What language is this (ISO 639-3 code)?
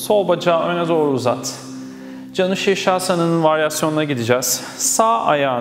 tur